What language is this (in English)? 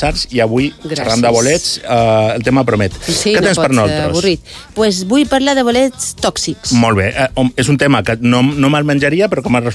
Catalan